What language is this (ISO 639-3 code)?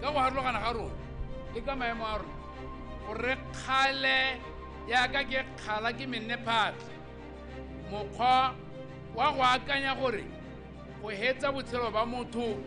tsn